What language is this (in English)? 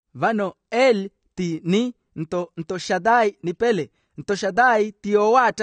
Makhuwa